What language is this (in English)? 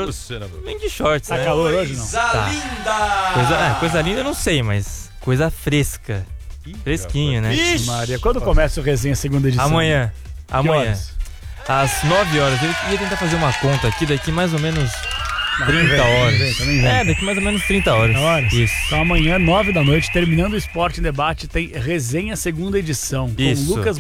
Portuguese